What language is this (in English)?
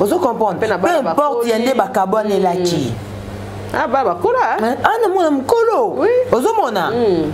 Lingala